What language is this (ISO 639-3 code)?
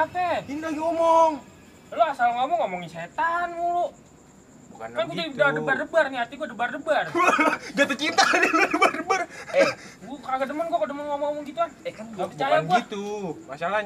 bew